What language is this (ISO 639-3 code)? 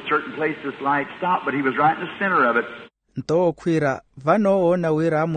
vmw